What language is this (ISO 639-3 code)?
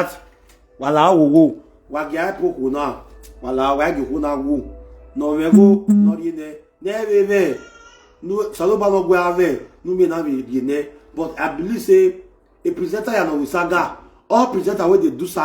pcm